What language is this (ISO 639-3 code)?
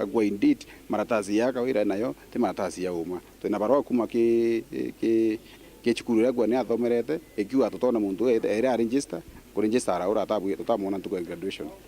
mer